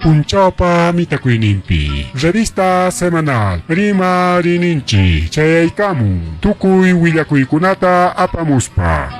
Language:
Ayacucho Quechua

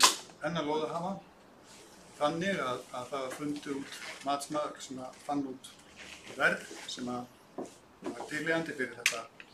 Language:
Icelandic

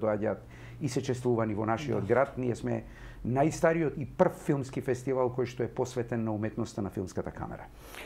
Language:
Macedonian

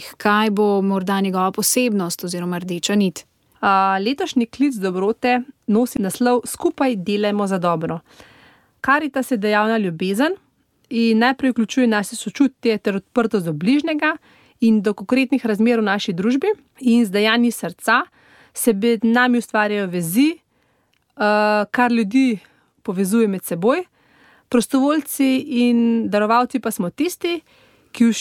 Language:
Slovenian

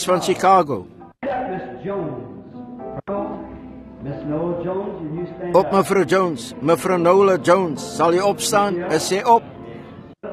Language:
Afrikaans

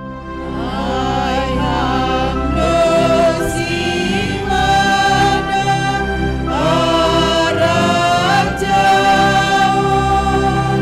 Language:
Batak Simalungun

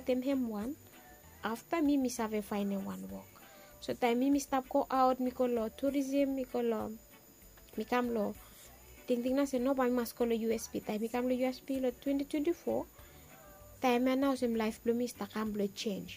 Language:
Bislama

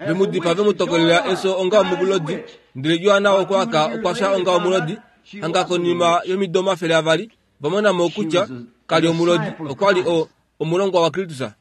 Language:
Kuanyama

